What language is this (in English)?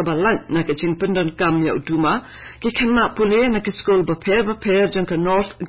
Khasi